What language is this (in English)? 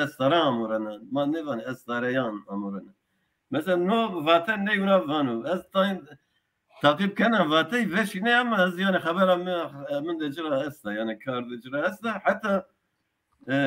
Zaza